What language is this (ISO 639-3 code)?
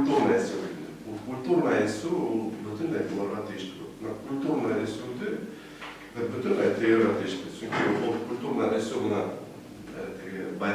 bak